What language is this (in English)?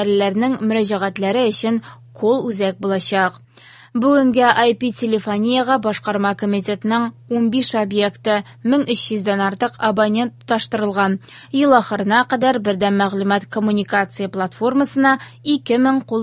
Tatar